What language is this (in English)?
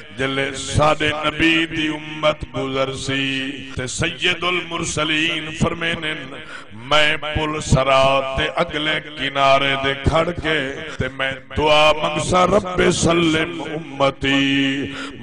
Saraiki